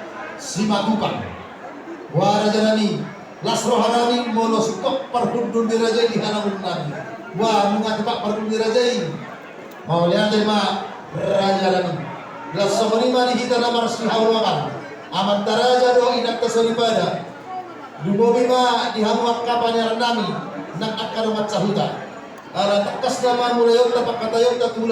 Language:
Batak Toba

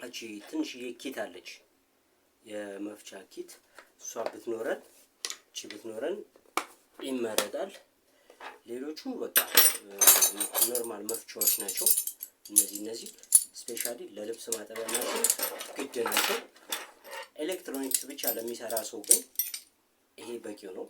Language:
Amharic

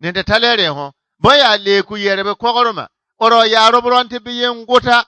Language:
Bissa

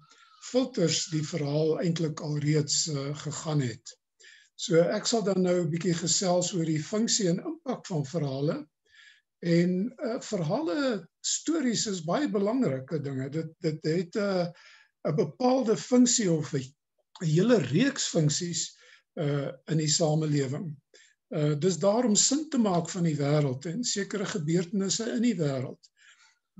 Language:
Afrikaans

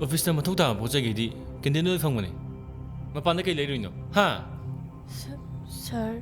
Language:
Manipuri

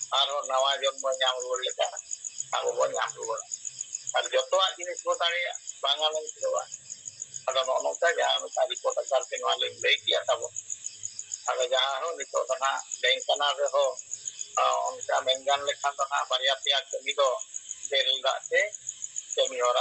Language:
Santali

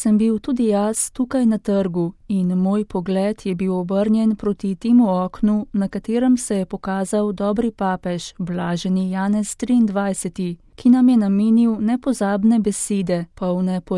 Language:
Slovenian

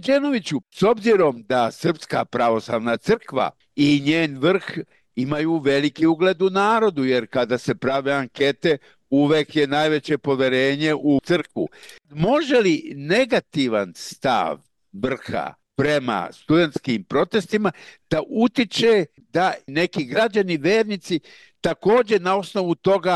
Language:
Serbian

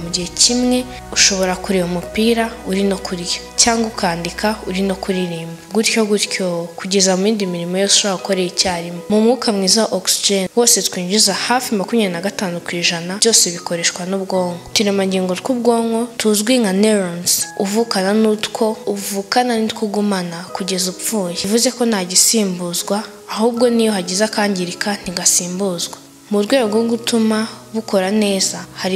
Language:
Kinyarwanda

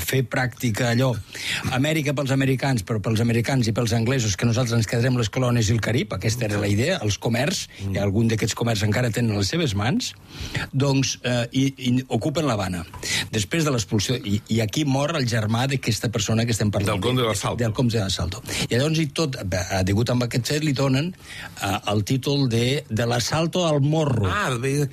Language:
Catalan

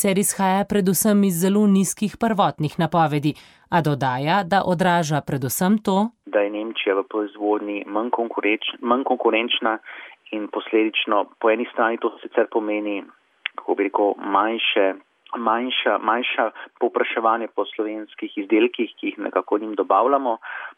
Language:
Slovenian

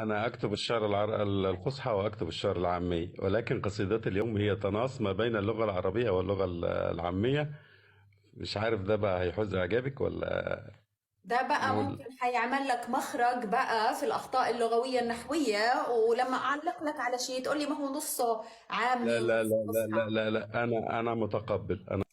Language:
Egyptian Arabic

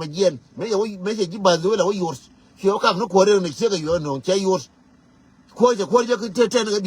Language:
Nuer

